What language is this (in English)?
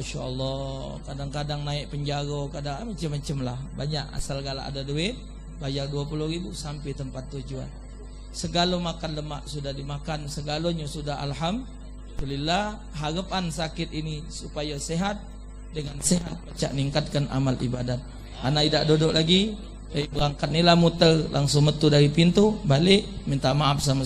Musi